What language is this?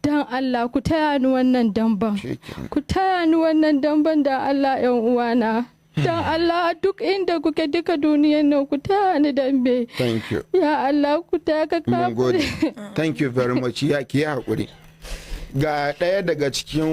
Hausa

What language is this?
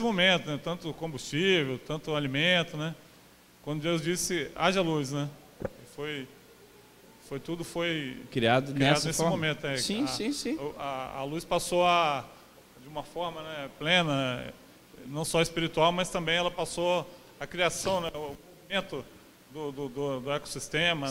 Portuguese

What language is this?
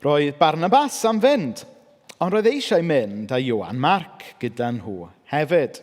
Welsh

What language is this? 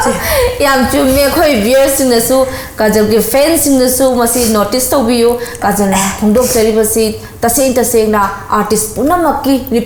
Manipuri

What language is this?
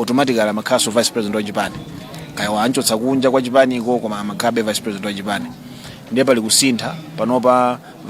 Nyanja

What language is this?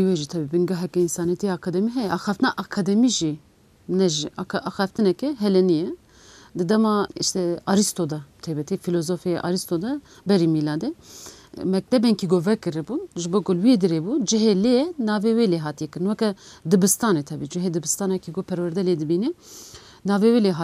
Kurdish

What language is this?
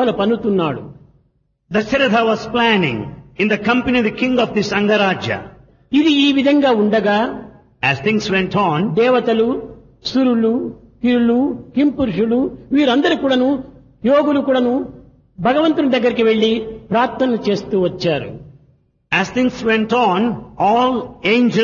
Telugu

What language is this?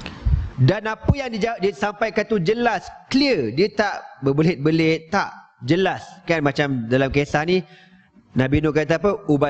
Malay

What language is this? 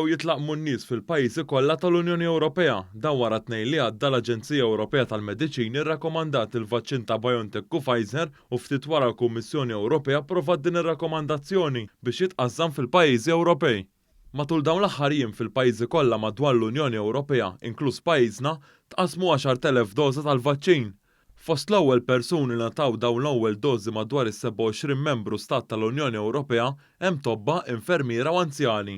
Maltese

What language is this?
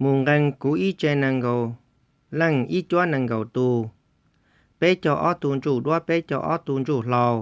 Hmong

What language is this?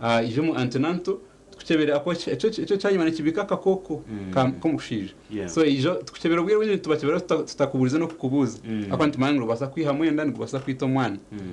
Nyankole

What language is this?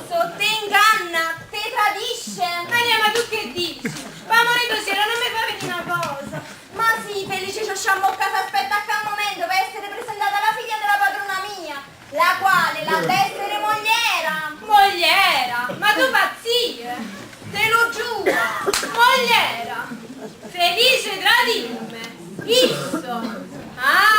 Neapolitan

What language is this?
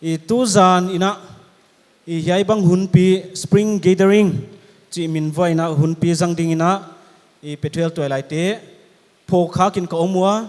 Paite Chin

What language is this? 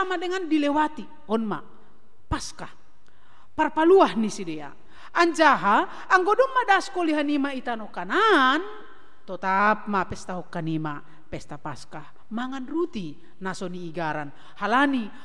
Batak Simalungun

